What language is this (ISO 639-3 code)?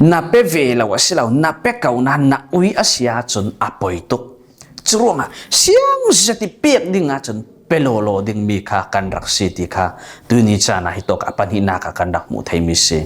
cfm